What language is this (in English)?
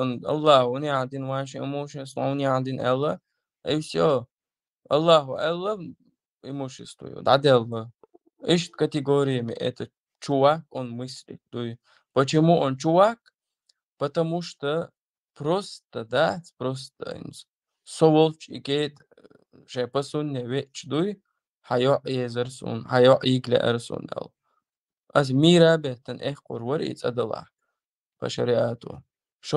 Chechen